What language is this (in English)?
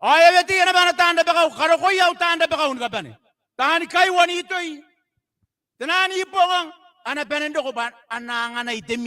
Gilbertese